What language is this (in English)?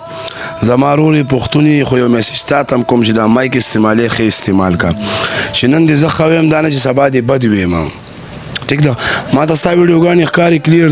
Pashto